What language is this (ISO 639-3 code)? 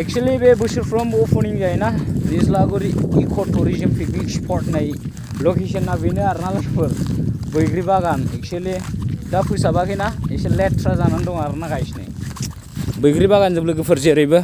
brx